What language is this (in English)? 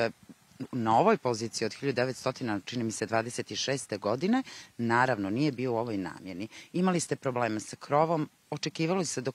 Bosnian